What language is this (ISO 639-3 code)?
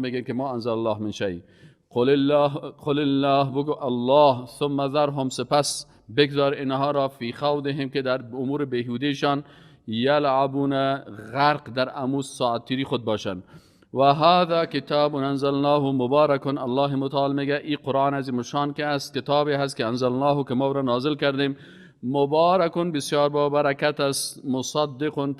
fas